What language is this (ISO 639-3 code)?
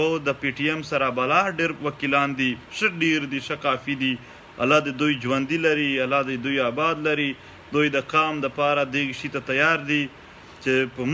pus